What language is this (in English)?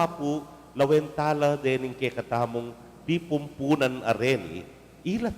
Pampanga